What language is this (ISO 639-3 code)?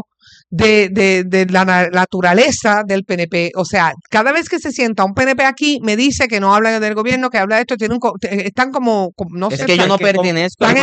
spa